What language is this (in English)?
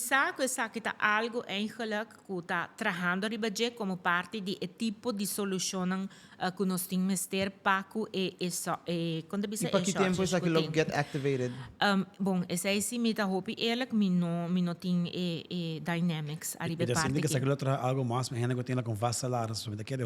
Papiamento